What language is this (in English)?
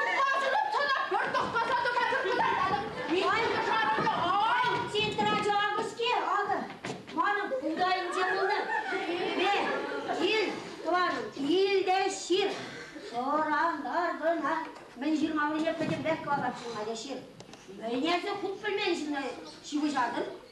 Chuvash